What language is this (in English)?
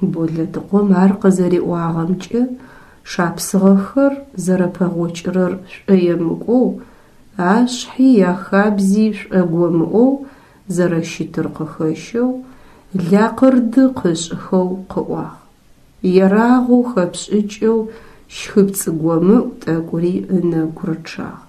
Adyghe